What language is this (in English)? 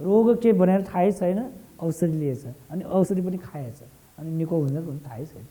Nepali